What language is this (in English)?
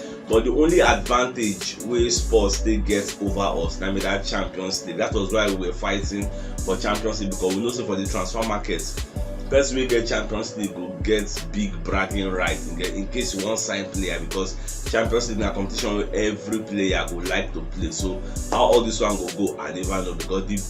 Nigerian Pidgin